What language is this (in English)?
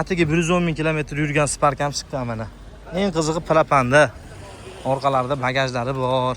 Uzbek